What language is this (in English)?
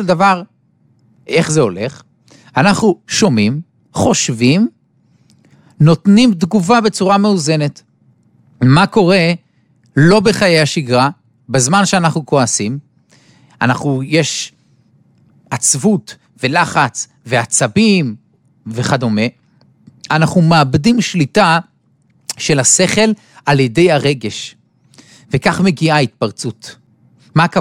Hebrew